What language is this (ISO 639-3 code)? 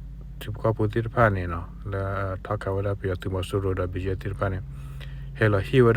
ksw